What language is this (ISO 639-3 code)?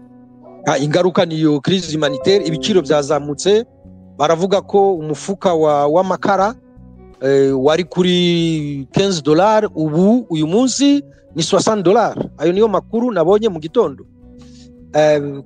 kin